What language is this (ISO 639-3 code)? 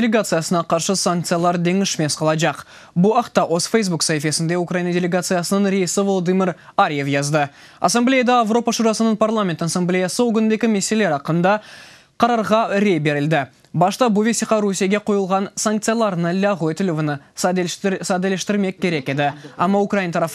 crh